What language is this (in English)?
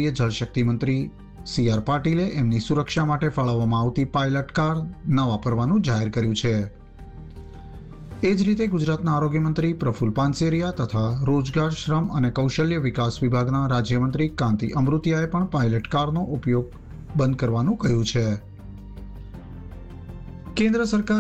Gujarati